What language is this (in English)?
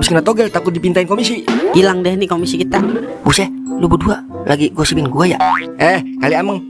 Betawi